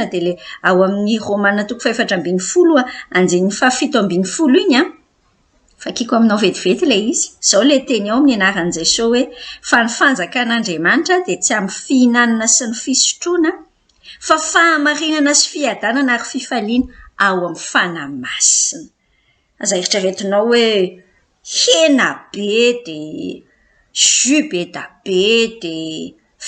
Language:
Malagasy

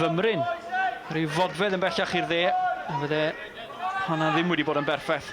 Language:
Welsh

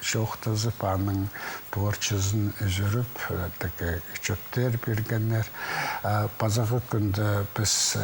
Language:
Khakas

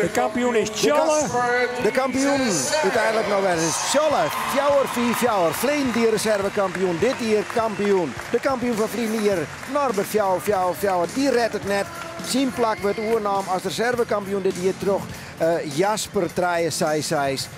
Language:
Western Frisian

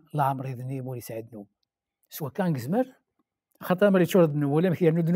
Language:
Kabyle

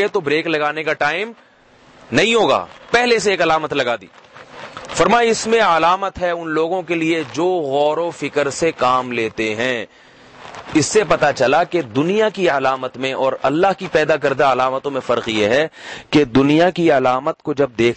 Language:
Urdu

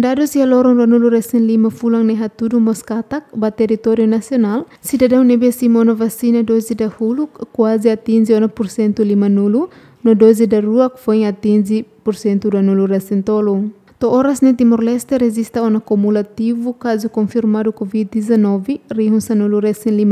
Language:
Tetum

